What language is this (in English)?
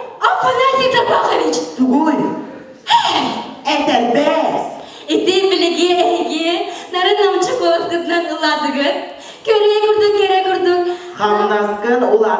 Yakut